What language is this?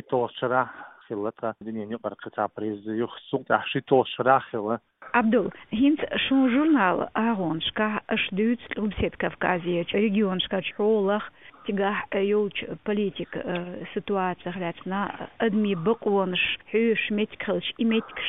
Chechen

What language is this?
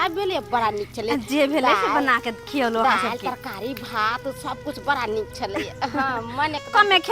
Maithili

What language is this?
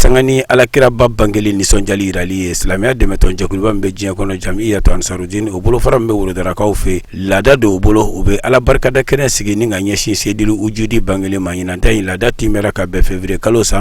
Bambara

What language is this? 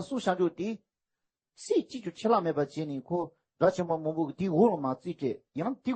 Tibetan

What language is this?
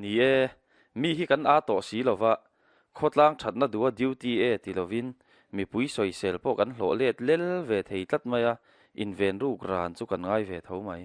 Mizo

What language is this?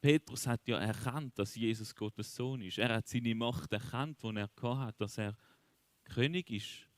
Swiss German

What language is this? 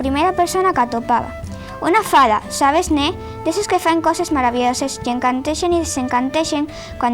Asturian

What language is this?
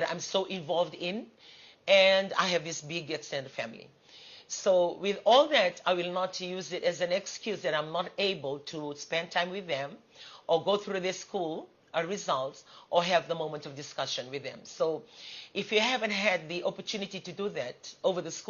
Fijian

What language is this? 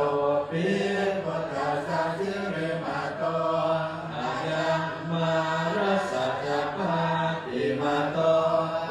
Pali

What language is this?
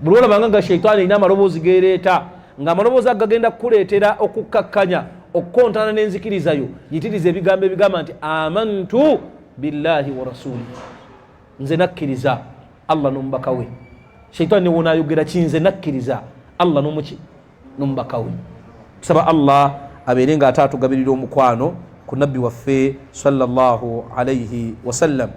Ganda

